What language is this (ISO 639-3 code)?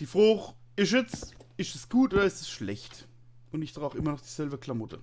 pfl